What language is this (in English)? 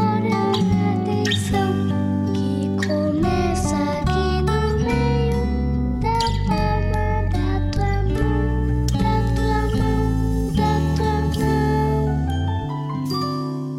Portuguese